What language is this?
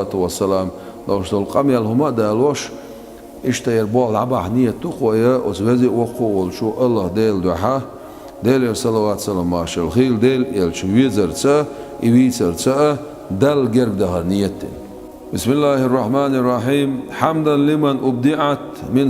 Chechen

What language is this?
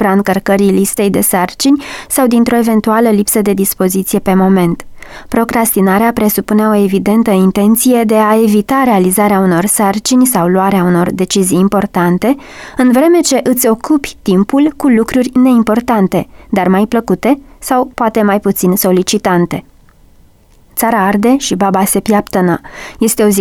Romanian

